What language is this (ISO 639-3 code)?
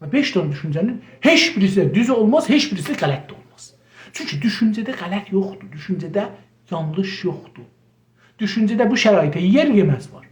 azb